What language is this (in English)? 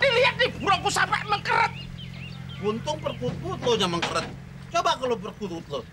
Betawi